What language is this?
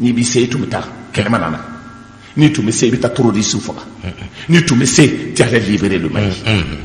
Bambara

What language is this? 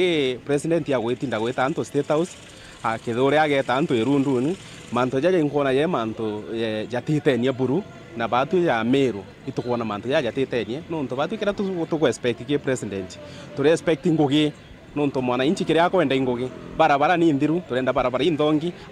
Meru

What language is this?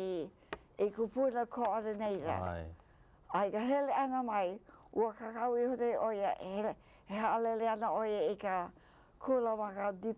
Hawaiian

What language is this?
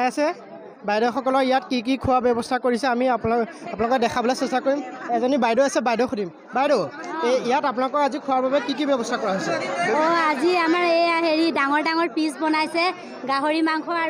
Assamese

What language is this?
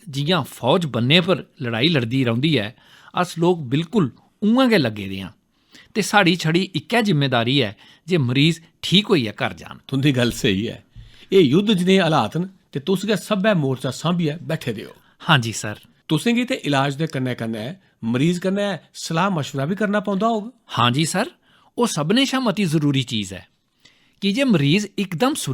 Dogri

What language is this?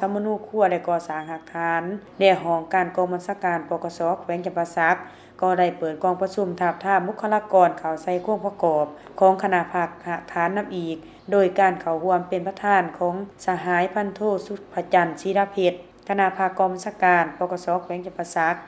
Lao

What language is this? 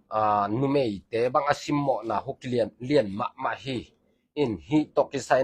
Tedim Chin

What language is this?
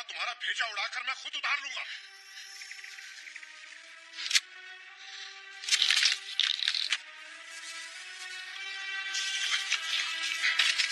Hindi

